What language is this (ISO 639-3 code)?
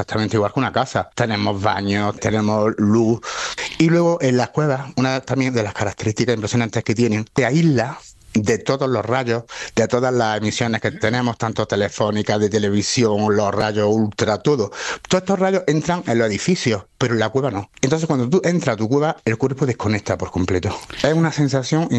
spa